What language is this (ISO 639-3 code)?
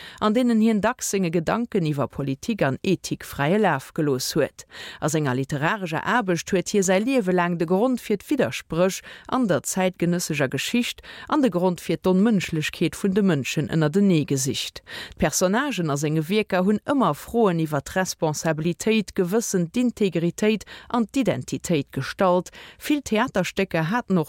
ltz